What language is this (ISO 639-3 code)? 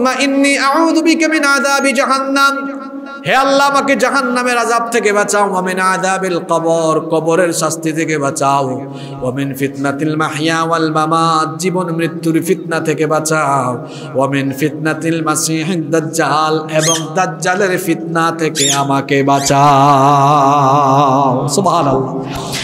ben